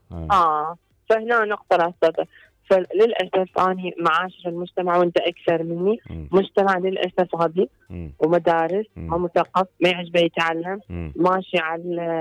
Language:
Mesopotamian Arabic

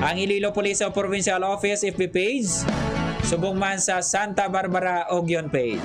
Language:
Hiligaynon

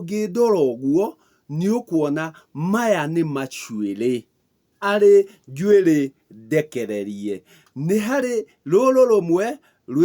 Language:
Kikuyu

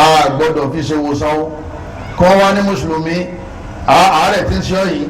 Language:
Yoruba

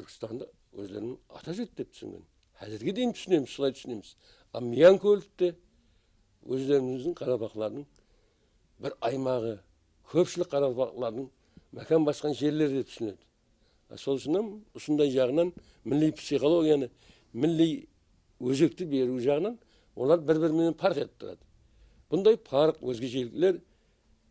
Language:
Kara-Kalpak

